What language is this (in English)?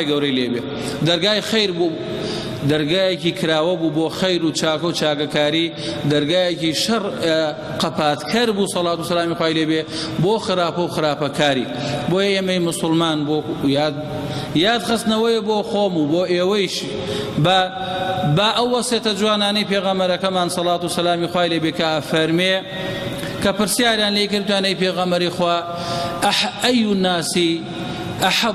Central Kurdish